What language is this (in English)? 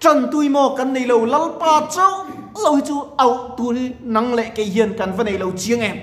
Mizo